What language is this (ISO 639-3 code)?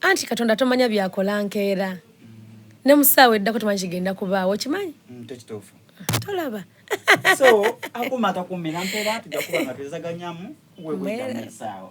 xog